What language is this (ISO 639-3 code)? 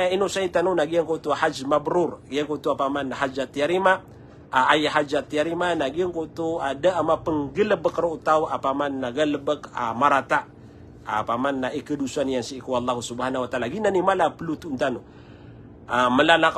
mrw